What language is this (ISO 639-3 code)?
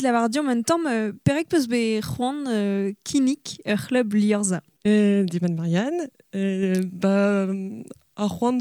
bre